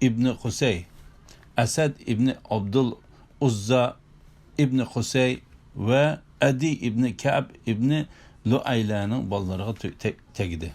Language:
Uyghur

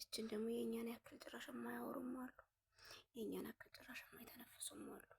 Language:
Amharic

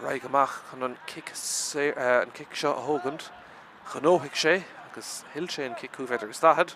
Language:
Irish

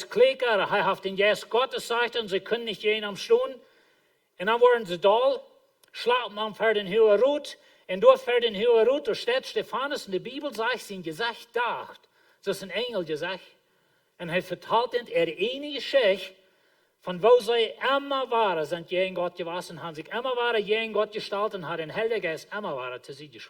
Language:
Plautdietsch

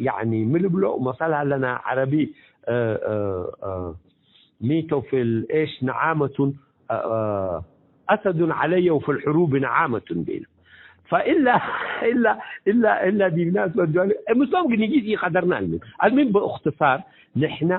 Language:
Tigre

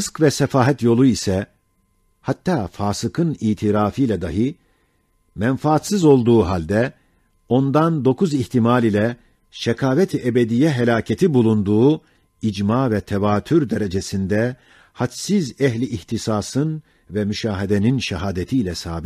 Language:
Ottoman Turkish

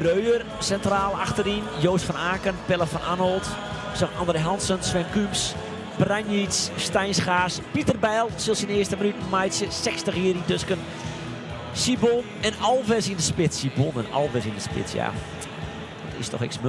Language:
Western Frisian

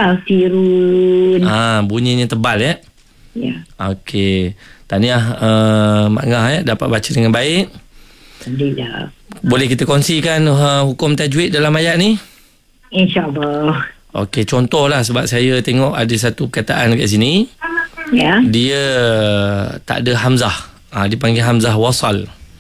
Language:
Malay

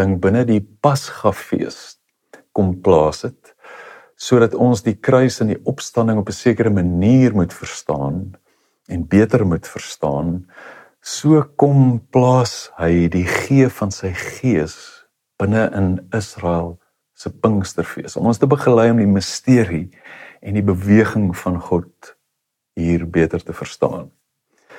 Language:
Afrikaans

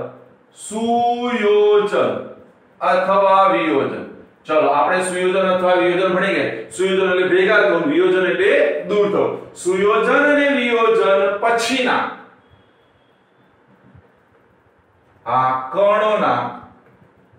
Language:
Gujarati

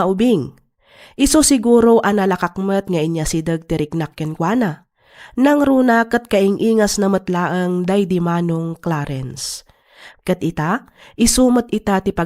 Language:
Iloko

